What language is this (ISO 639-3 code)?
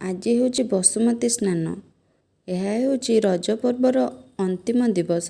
ori